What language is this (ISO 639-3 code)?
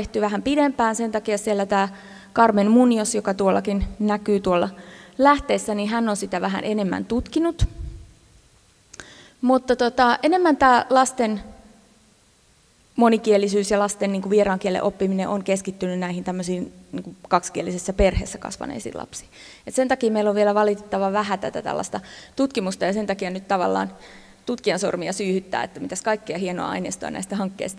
fin